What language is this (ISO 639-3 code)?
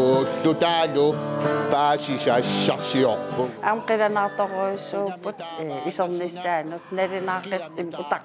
kal